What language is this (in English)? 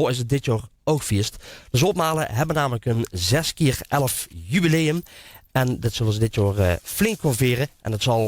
Limburgish